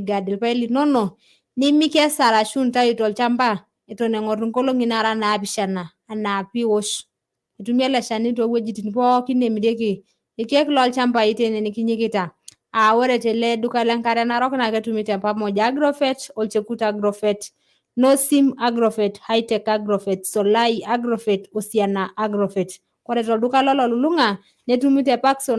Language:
Masai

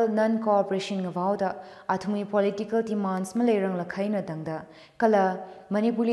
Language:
Tangkhul Naga (India)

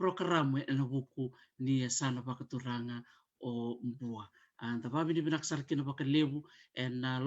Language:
Fijian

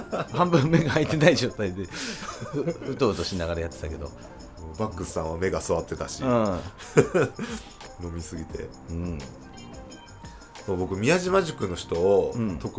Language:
Japanese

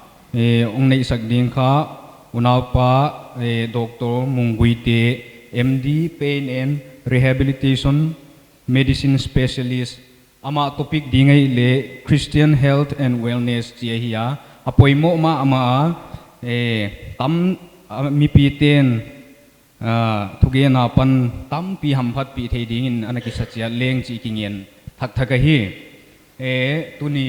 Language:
Paite Chin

